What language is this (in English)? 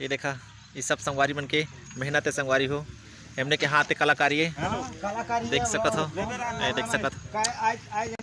Chhattisgarhi